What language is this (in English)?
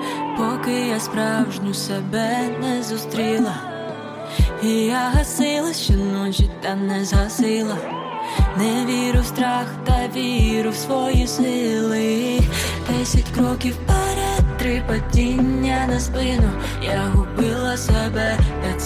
Ukrainian